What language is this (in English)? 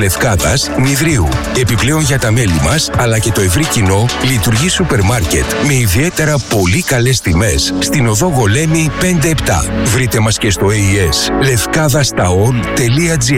Greek